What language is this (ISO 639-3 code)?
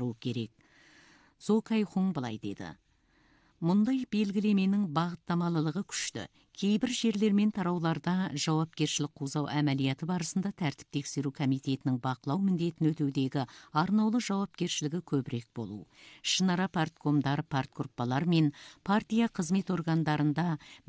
kaz